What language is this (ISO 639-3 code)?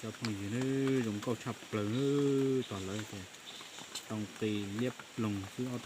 hmn